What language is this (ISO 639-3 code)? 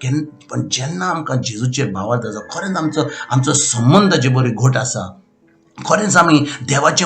kok